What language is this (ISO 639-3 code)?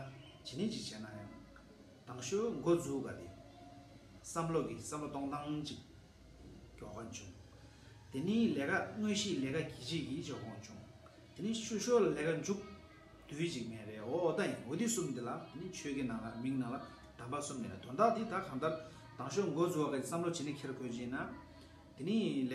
bod